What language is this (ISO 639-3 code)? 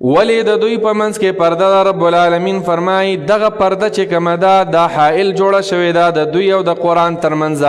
pus